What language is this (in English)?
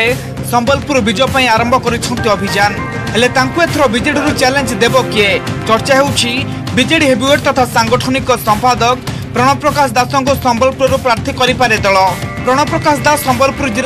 Odia